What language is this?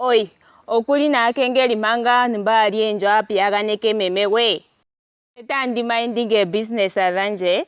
Ndonga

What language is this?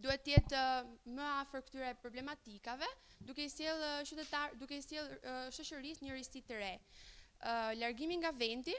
Albanian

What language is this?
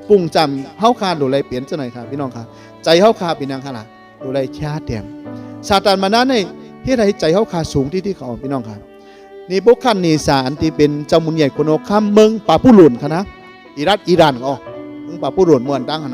Shan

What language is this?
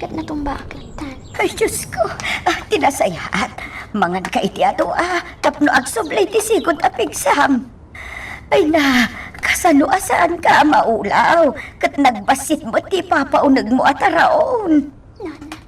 Iloko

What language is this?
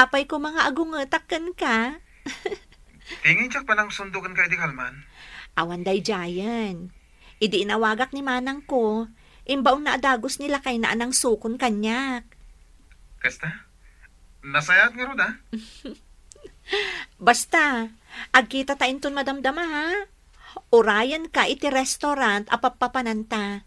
Iloko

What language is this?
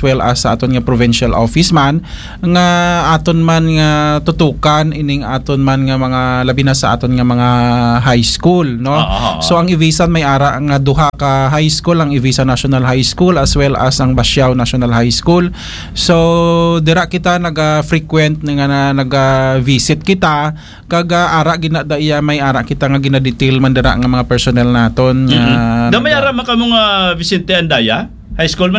Hiligaynon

